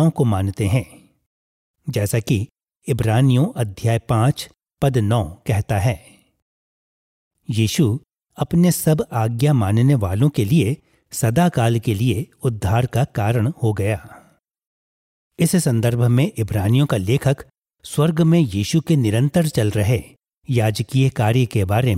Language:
Hindi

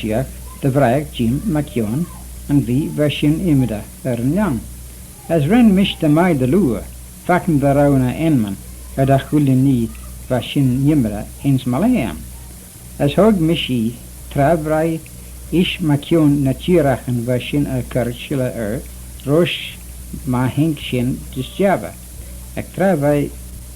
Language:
Manx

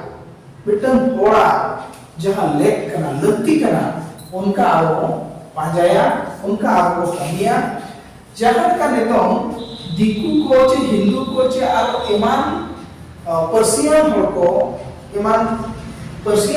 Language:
Santali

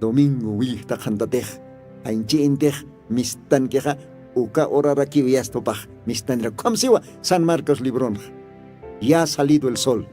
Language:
Aymara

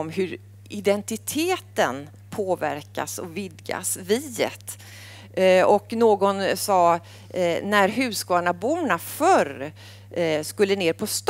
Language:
Swedish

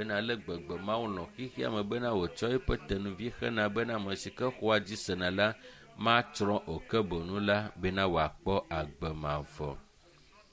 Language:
Ewe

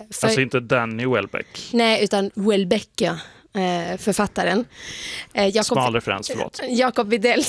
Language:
Swedish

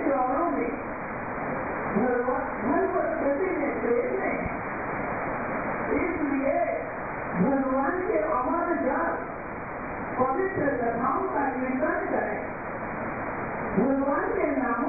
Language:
Hindi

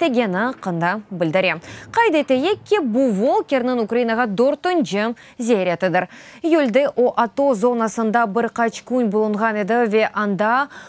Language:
Crimean Tatar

